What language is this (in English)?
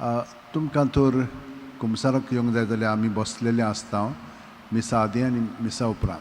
Konkani